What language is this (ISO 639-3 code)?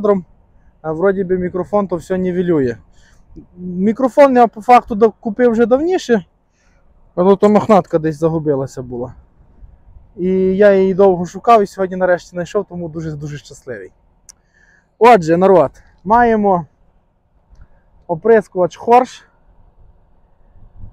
ukr